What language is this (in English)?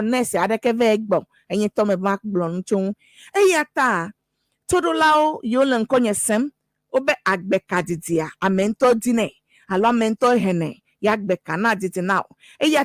Ewe